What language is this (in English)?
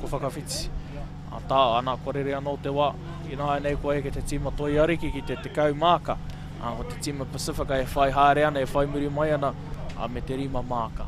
Māori